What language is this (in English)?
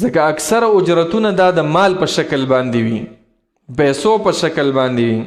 Pashto